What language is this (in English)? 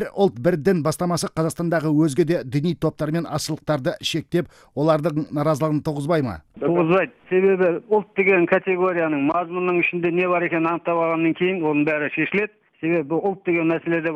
Kazakh